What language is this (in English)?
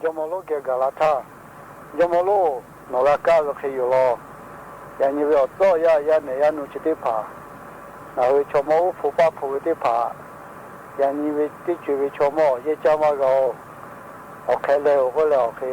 Lahu